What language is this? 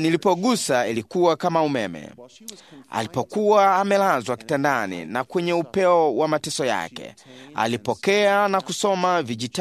Swahili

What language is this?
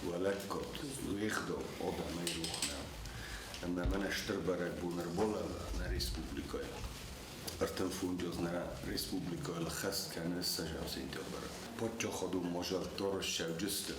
Ossetic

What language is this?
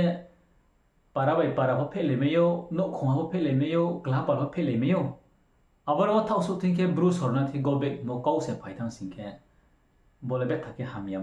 Riang (India)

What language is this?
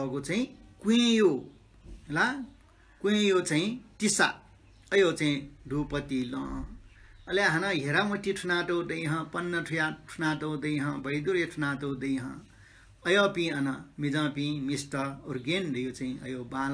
Newari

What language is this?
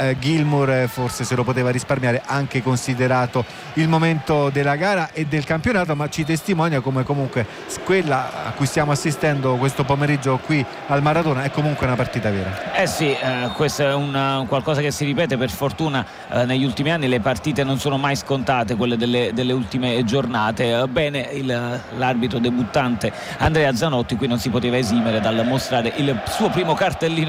Italian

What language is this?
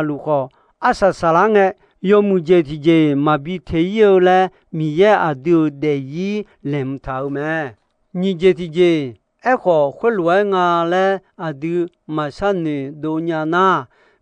Akha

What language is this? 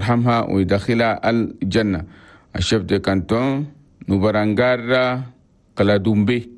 Chadian Arabic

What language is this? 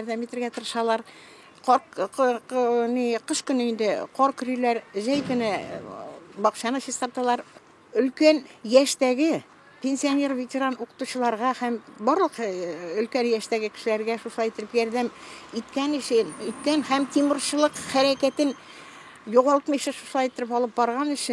Tatar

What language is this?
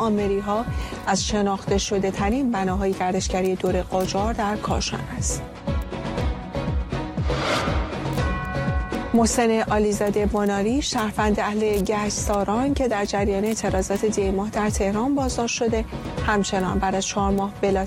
Persian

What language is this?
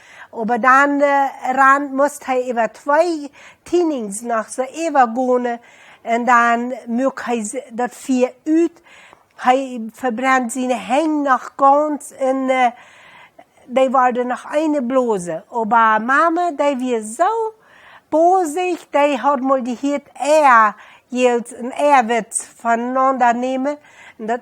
Plautdietsch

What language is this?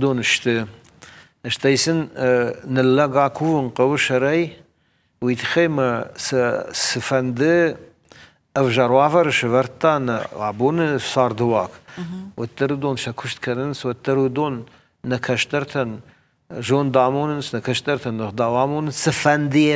Ossetic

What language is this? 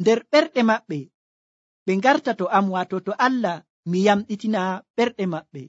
Nigerian Fulfulde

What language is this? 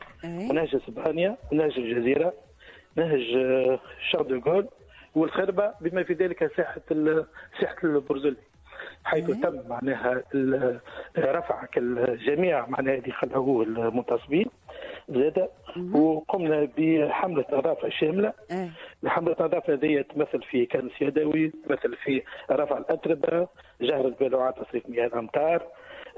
Tunisian Arabic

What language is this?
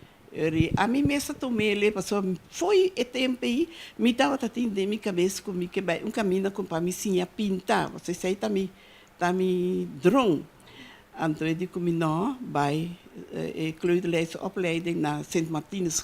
Papiamento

